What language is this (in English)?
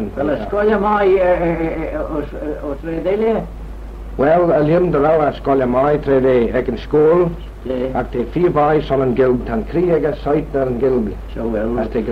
Manx